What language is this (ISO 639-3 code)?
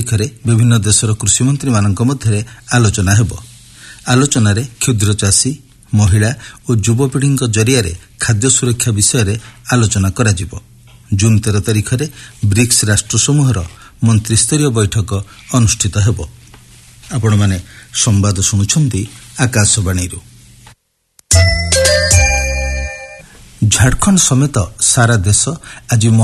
ori